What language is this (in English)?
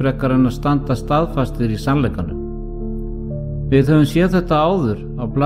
Icelandic